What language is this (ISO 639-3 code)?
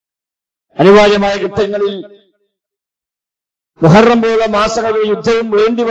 mal